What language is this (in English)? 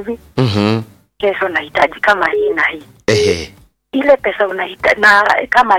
Swahili